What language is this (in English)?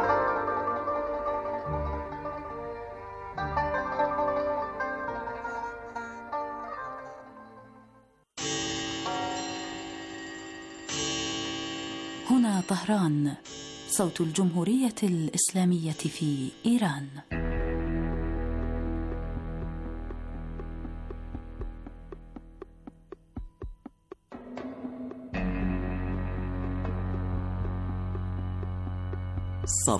Arabic